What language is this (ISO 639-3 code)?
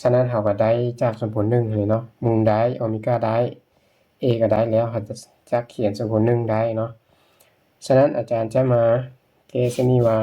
lao